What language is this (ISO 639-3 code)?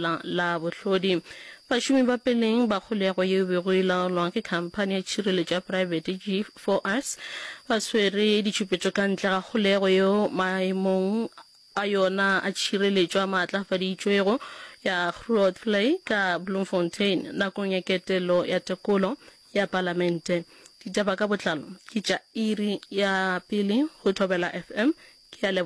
nso